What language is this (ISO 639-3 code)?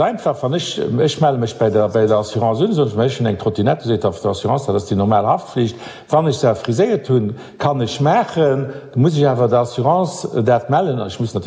ltz